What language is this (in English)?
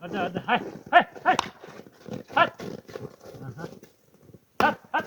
Yakut